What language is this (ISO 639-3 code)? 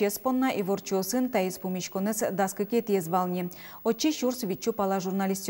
udm